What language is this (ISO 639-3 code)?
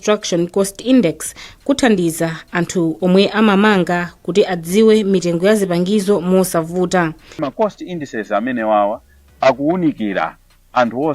nya